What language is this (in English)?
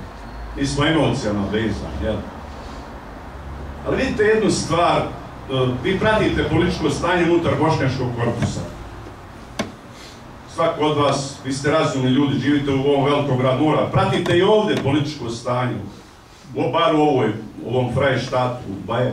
Bosnian